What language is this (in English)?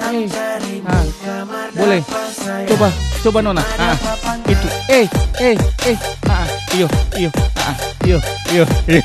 Ambonese Malay